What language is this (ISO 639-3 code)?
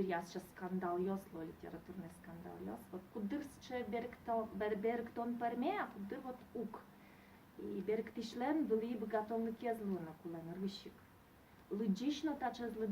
udm